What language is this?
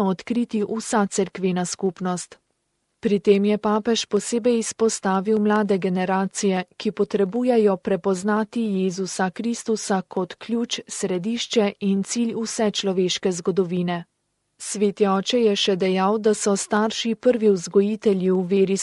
Slovenian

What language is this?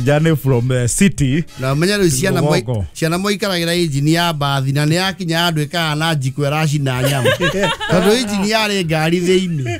Kikuyu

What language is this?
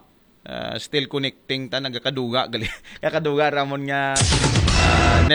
Aklanon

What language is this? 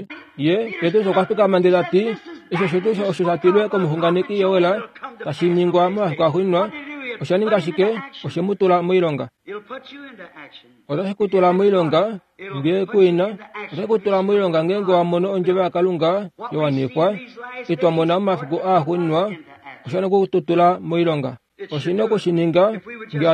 Kuanyama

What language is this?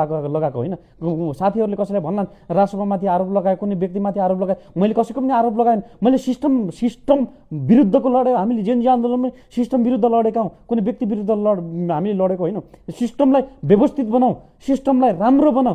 Nepali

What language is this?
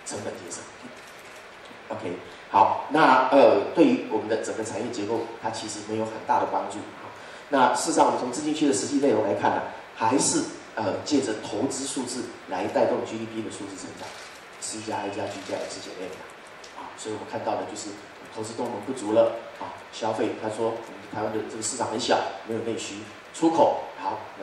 Chinese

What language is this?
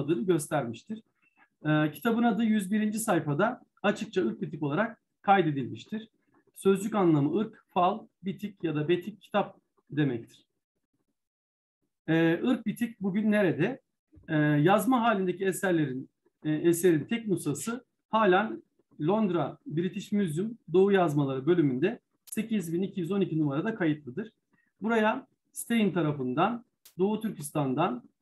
Turkish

